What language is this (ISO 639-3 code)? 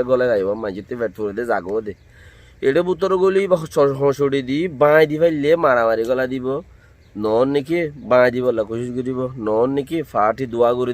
rhg